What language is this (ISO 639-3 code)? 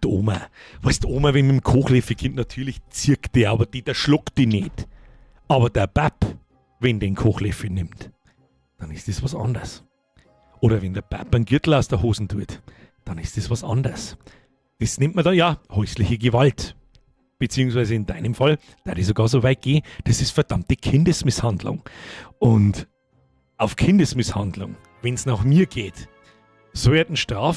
bar